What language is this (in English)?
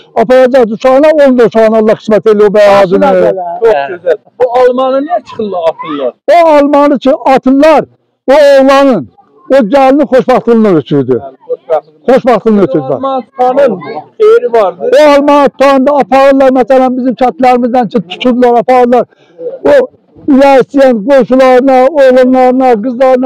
South Azerbaijani